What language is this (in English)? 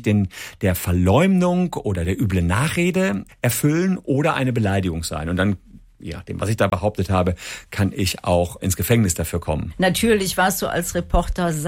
German